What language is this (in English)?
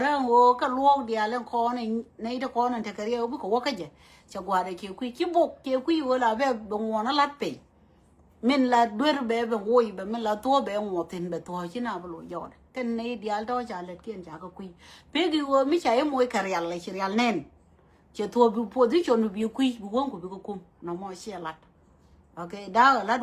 Nuer